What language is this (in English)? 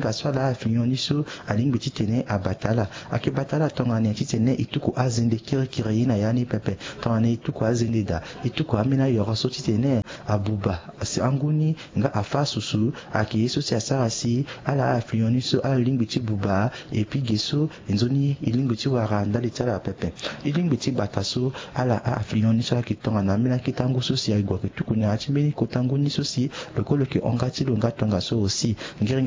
Sango